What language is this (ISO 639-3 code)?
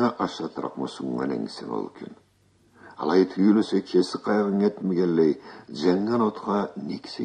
krc